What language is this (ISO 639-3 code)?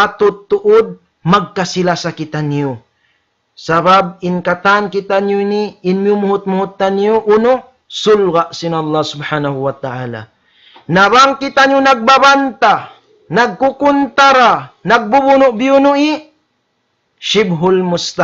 tsg